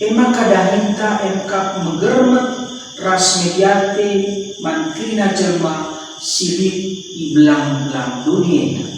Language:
Batak Karo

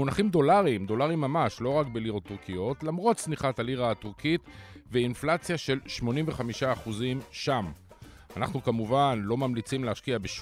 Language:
Hebrew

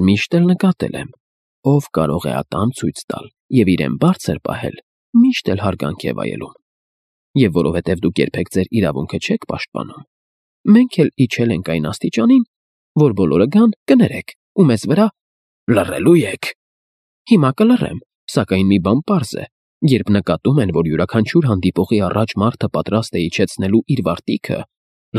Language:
Armenian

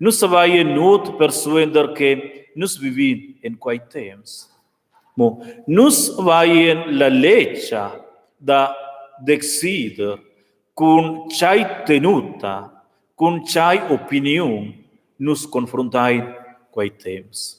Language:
Romansh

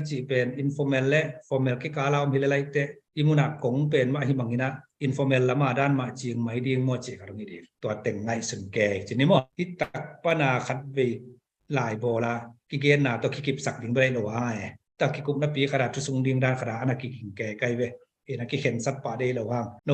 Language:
Tedim Chin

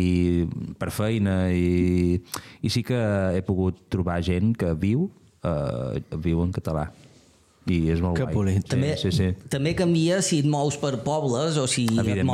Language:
Catalan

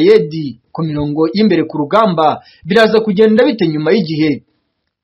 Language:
Kinyarwanda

